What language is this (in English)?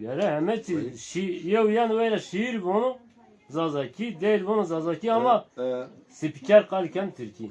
Zaza